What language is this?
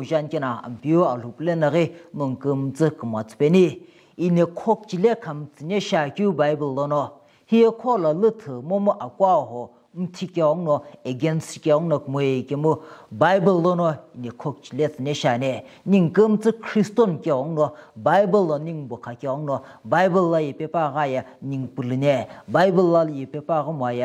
Sumi Naga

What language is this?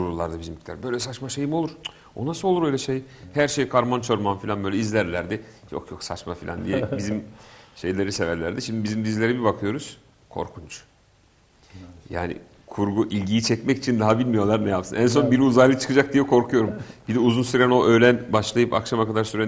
Turkish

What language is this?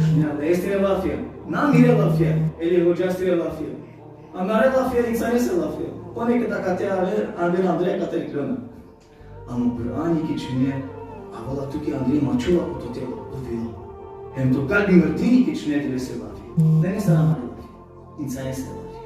Balkan Romani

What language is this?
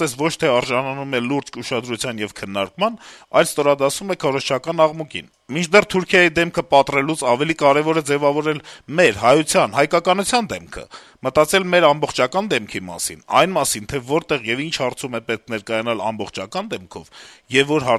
Armenian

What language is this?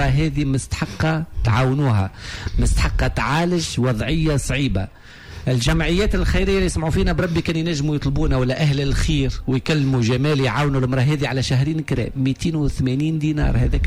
Tunisian Arabic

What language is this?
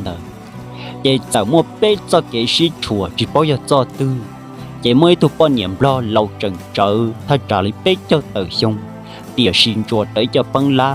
Hmong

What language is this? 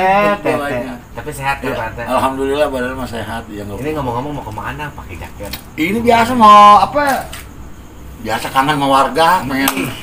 Betawi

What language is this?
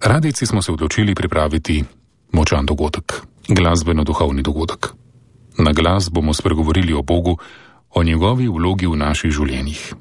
Slovenian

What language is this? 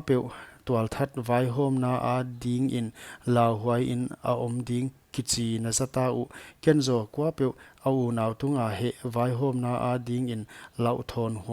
Paite Chin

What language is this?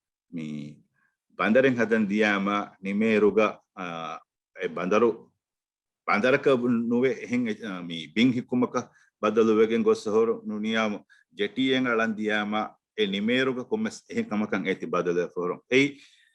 Divehi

